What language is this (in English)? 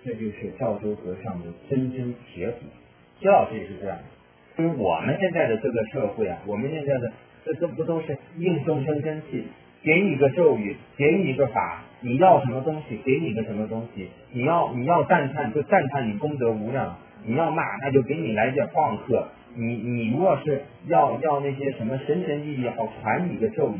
Chinese